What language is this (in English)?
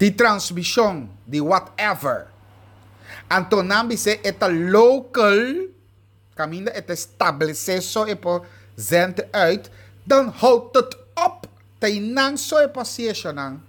Papiamento